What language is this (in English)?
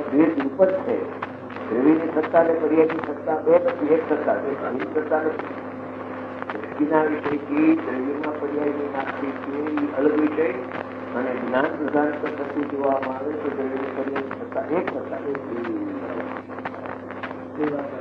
Gujarati